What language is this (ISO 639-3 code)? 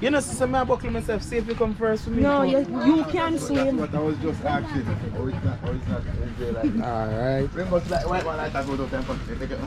jam